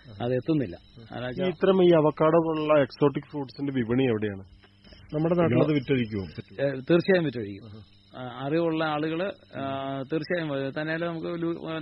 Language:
Malayalam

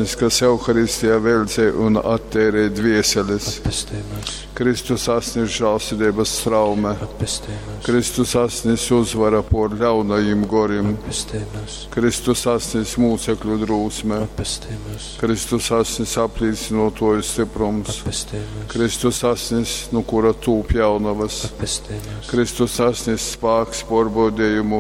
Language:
Latgalian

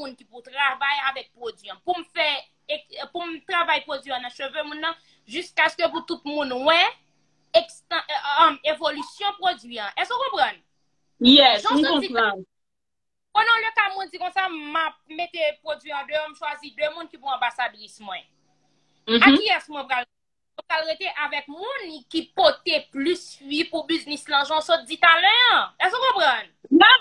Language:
Haitian Creole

